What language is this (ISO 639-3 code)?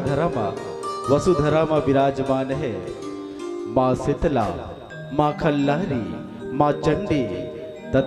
hne